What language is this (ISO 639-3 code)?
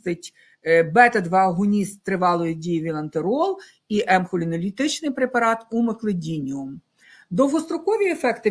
ukr